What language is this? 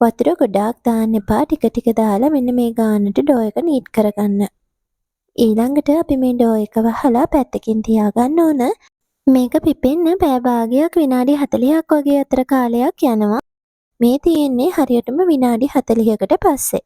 Sinhala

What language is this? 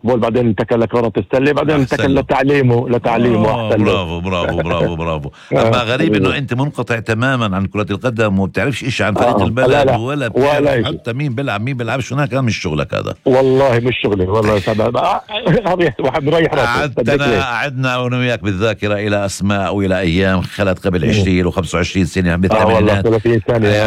North Levantine Arabic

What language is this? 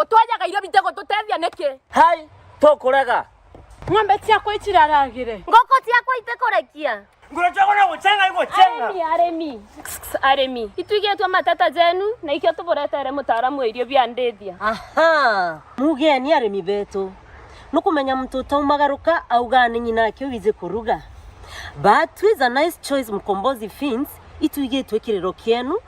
Meru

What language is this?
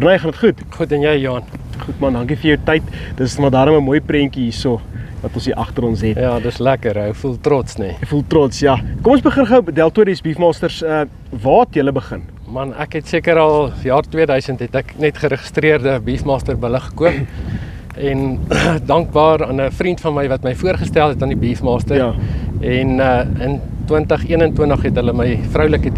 Afrikaans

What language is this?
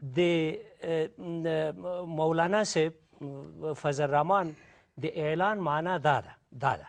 Pashto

